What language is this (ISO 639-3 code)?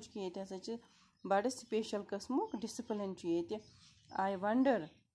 kas